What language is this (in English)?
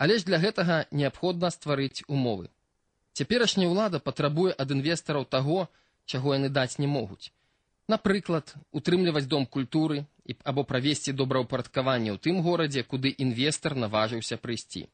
Belarusian